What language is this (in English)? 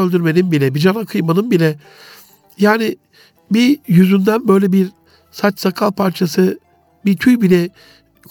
Turkish